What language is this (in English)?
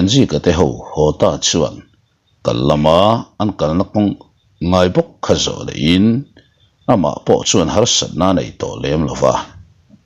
Mizo